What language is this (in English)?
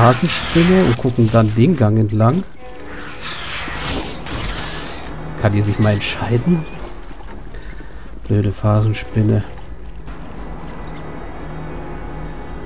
German